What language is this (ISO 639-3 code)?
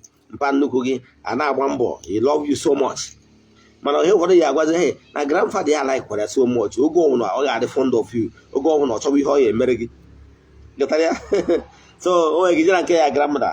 ibo